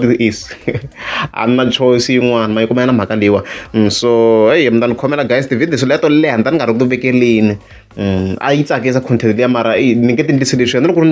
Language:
Tsonga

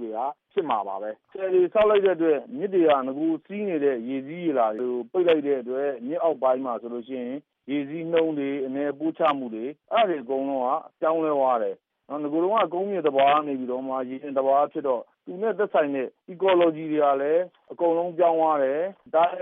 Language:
Burmese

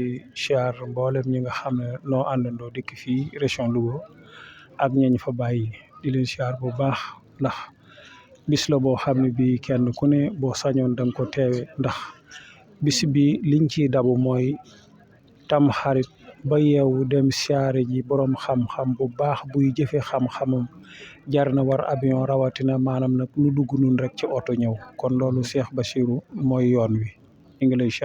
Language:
Wolof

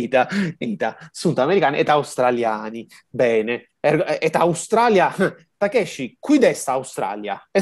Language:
Latin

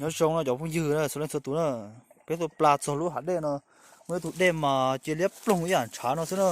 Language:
Hmong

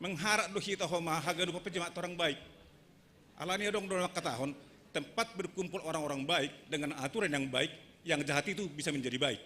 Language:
Batak Simalungun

